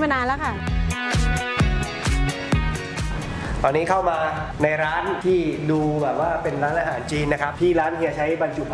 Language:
Thai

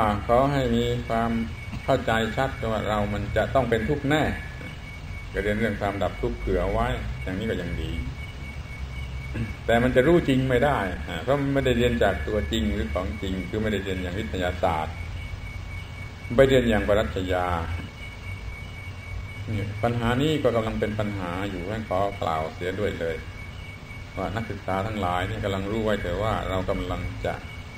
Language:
Thai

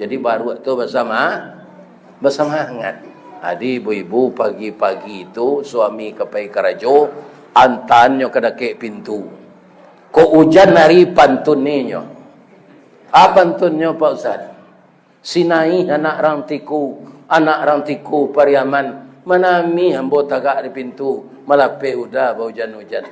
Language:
Minangkabau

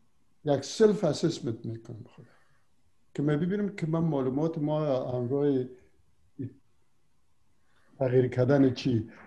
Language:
Persian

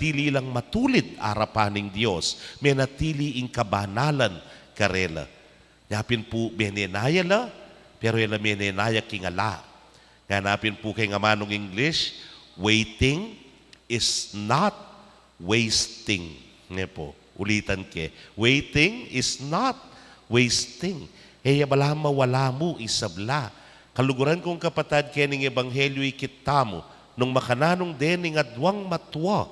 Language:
Pampanga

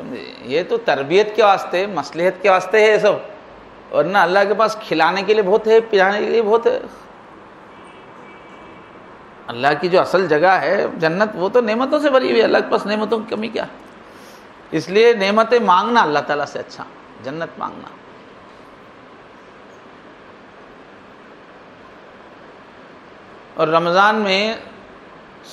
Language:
Urdu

